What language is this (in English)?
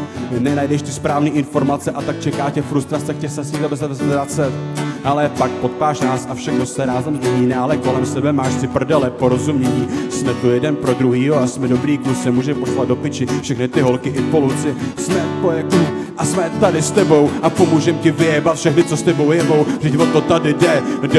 Czech